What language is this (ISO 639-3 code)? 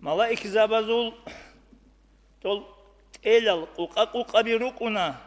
ava